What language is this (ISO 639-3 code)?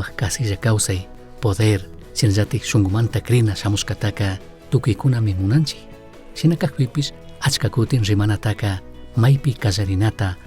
qug